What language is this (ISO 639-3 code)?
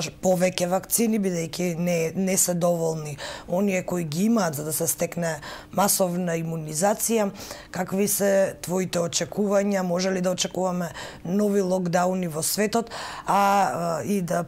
mkd